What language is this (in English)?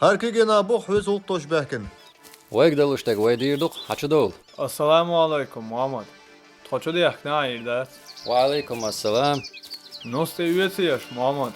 Chechen